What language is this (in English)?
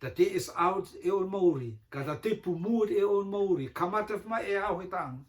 Rotuman